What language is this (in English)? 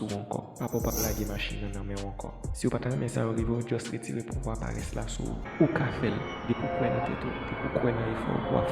Haitian Creole